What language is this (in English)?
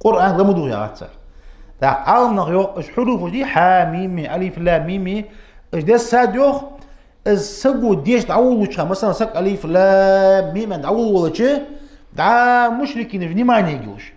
Ingush